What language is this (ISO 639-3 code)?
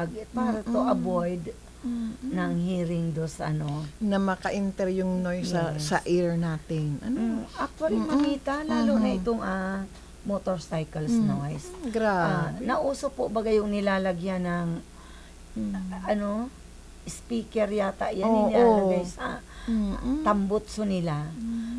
fil